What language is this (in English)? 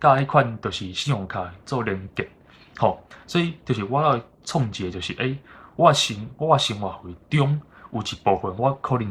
Min Nan Chinese